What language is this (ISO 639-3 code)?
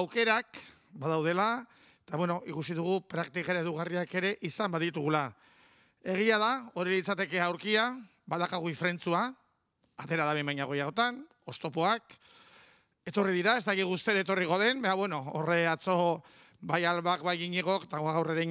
eus